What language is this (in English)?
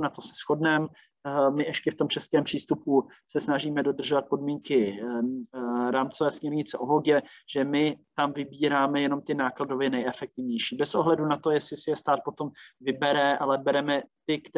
Czech